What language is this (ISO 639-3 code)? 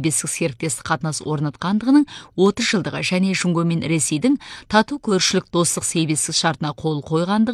kaz